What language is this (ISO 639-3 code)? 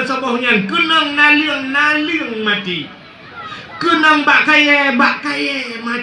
ace